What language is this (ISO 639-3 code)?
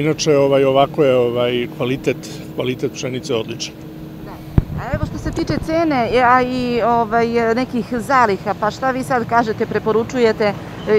srp